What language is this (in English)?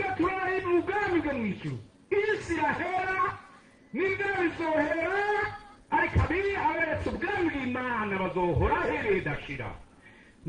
Rundi